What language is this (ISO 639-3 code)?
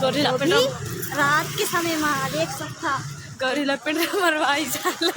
hne